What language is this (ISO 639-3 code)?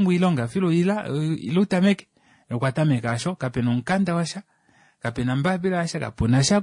kua